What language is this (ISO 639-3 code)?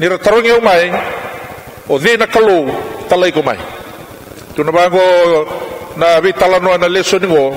fij